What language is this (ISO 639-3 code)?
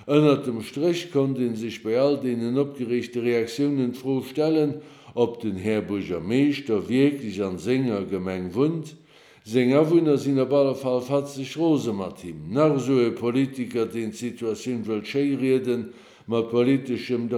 ltz